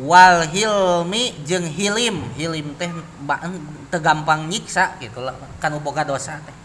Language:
Sundanese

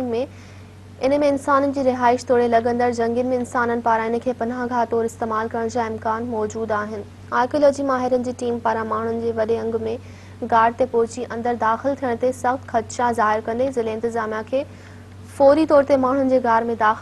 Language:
Sindhi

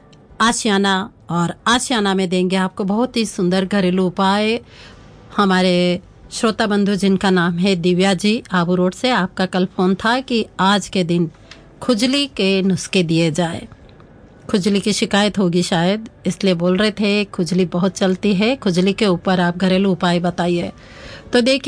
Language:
Hindi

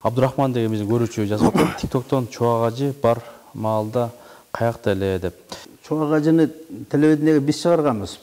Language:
Kyrgyz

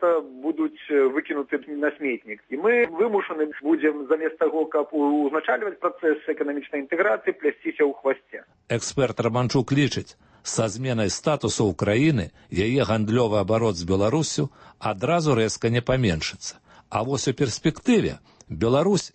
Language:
Belarusian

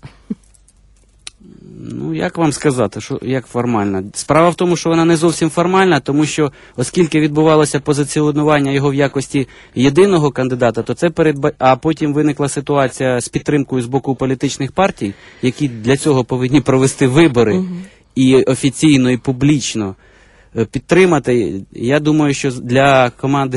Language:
Ukrainian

